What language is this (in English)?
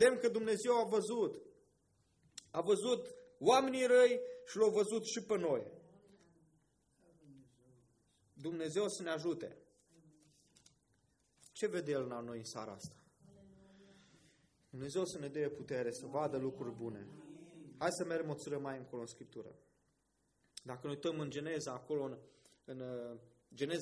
Romanian